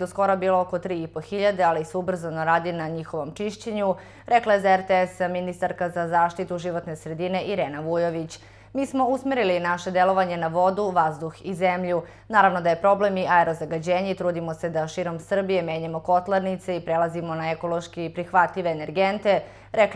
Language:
Serbian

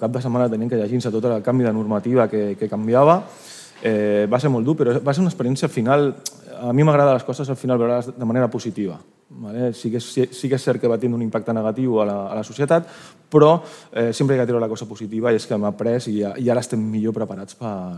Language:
Catalan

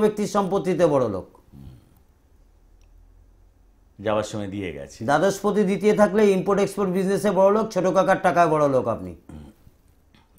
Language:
Bangla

